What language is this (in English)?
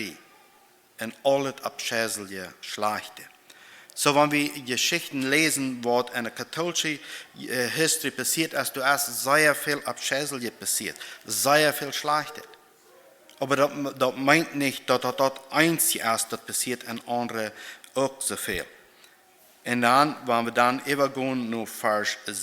Plautdietsch